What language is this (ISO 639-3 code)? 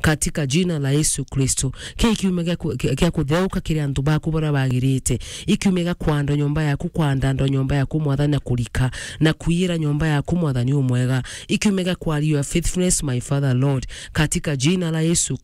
mer